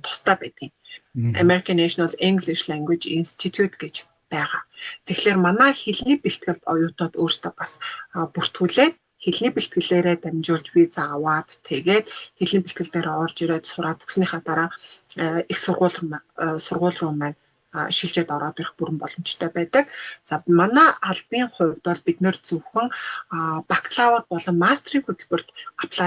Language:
Mongolian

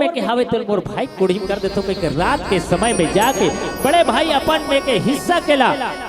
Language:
Chhattisgarhi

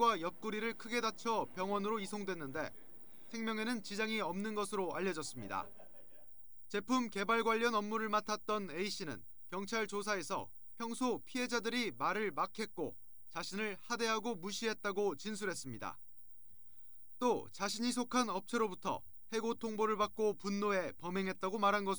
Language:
Korean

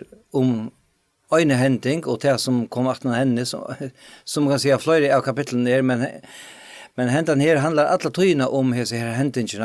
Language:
Faroese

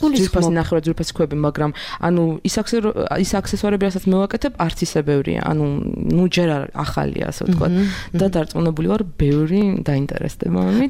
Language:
Georgian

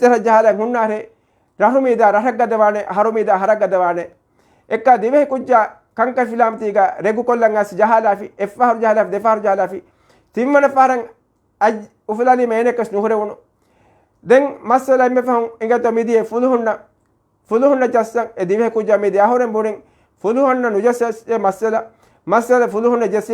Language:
Divehi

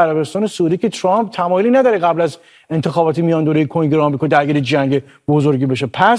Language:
Persian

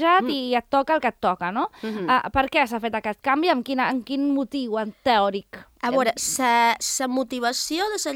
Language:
Catalan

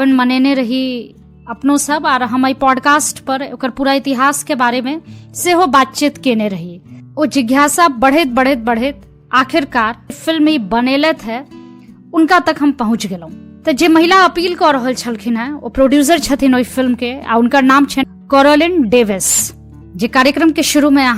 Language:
Maithili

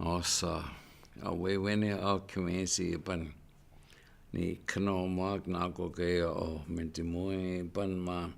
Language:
Chippewa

